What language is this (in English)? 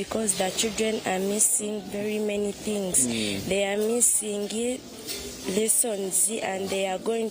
Nyankole